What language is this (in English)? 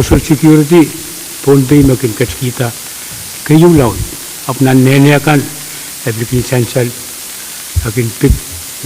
Pohnpeian